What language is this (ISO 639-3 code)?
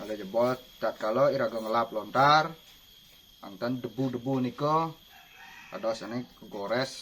ban